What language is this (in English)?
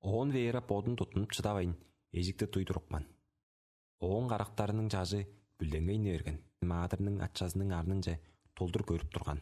Tuvinian